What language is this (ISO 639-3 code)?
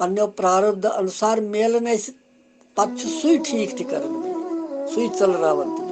kas